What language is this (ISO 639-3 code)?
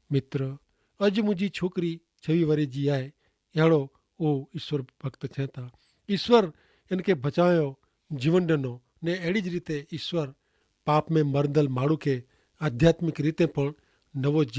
kfr